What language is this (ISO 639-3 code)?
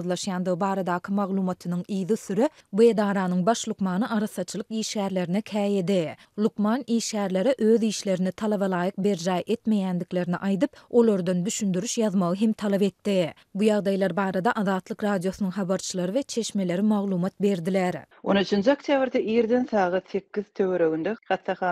tuk